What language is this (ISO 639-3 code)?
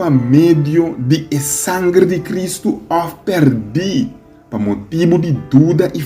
pap